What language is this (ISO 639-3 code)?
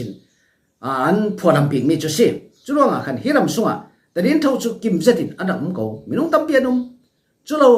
cfm